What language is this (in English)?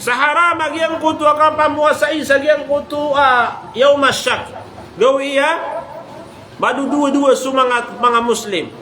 Maranao